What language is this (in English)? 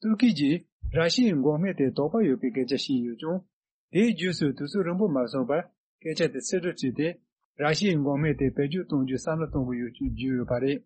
Tibetan